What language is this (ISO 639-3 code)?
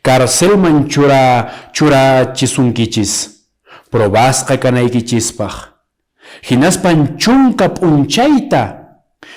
que